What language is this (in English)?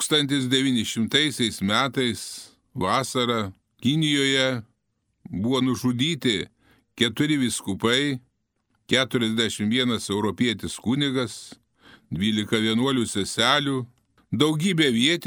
Lithuanian